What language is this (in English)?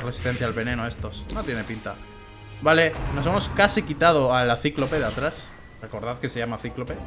Spanish